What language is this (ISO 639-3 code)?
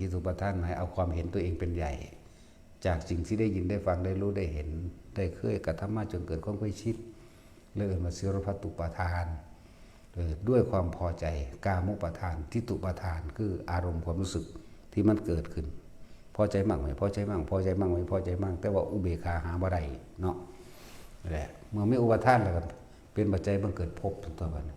tts